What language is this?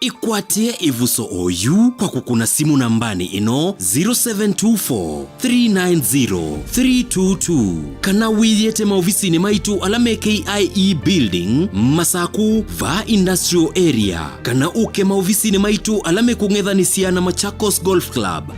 Kamba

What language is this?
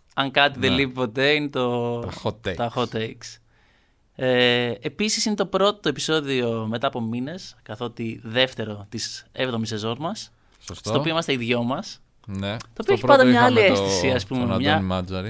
Greek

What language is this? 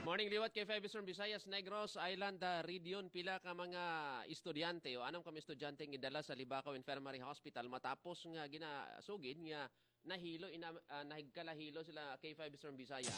Hiligaynon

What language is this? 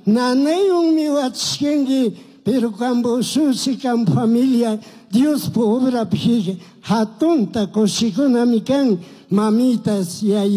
Chimborazo Highland Quichua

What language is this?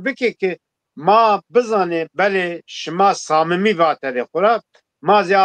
Zaza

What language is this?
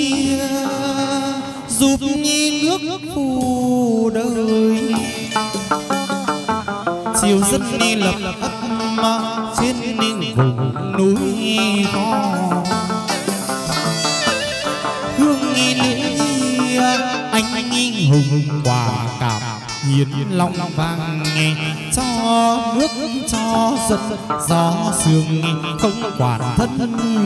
Vietnamese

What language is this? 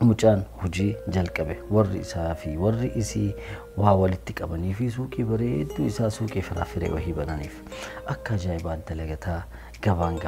Oromo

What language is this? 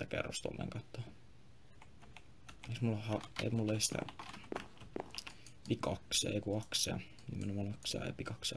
Finnish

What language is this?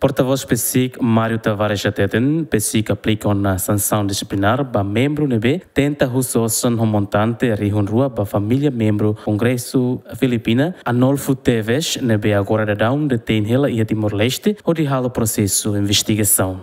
Tetum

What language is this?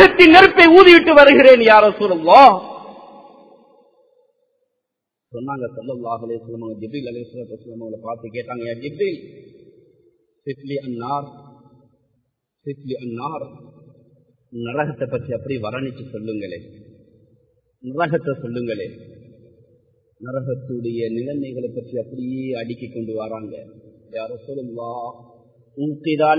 Tamil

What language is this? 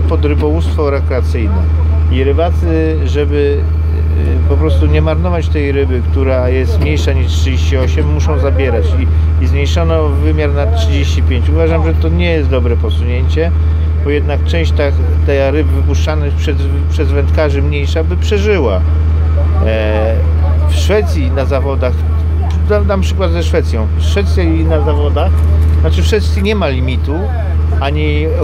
Polish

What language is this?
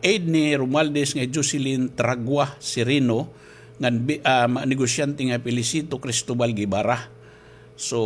Waray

